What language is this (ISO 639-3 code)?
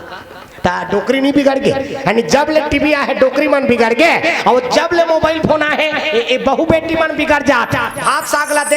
hne